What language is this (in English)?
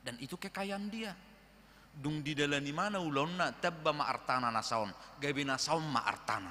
Batak Toba